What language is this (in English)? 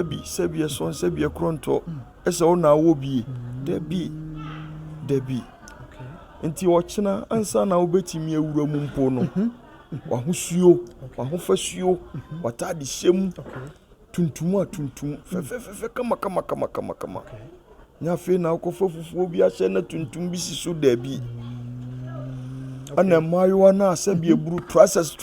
Akan